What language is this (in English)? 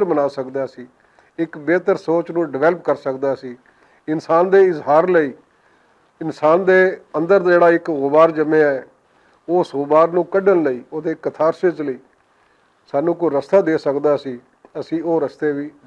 Western Panjabi